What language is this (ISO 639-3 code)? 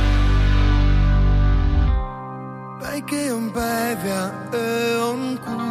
est